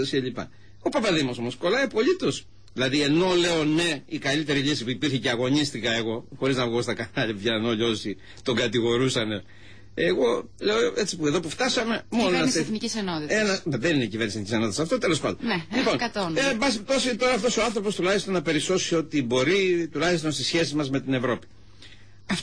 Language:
Greek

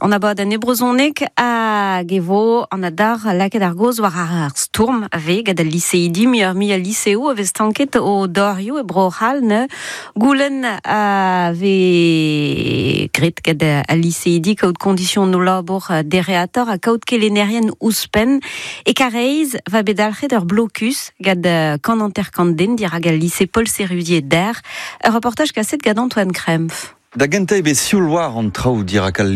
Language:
Breton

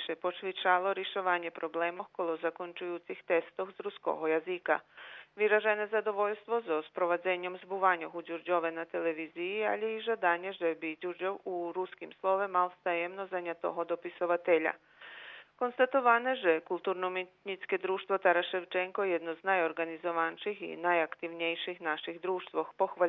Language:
Rusyn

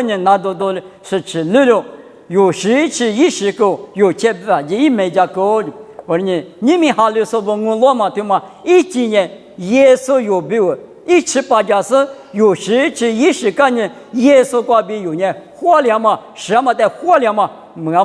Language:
Lisu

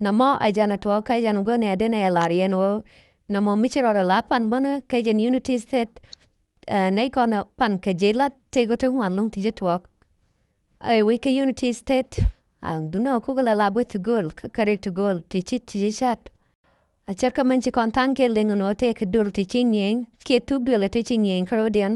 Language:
Nuer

